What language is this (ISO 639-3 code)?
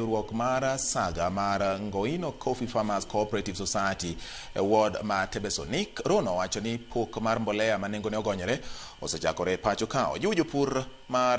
luo